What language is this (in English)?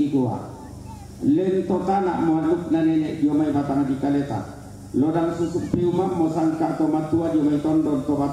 Toraja-Sa'dan